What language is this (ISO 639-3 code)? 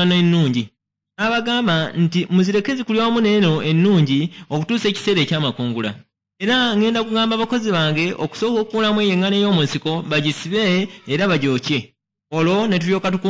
lug